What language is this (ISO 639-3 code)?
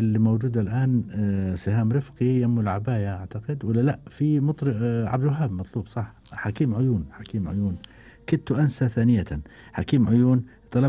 afb